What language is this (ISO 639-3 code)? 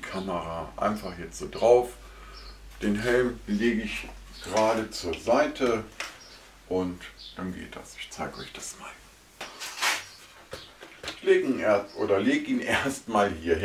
deu